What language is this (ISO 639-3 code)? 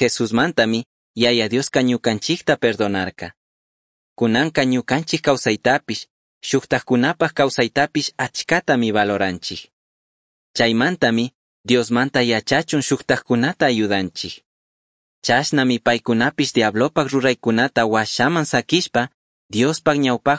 qug